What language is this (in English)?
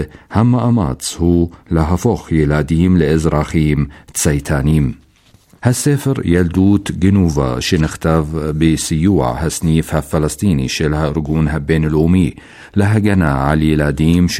Hebrew